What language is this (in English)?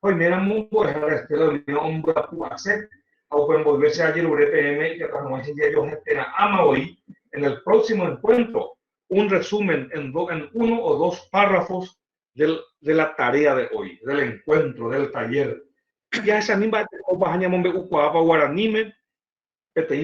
Guarani